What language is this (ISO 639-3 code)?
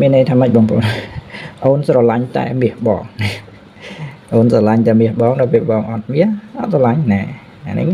khm